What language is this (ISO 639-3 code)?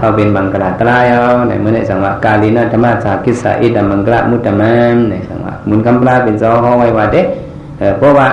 shn